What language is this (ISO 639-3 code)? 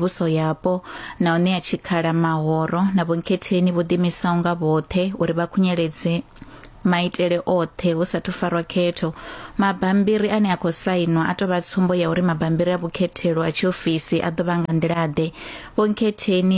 ven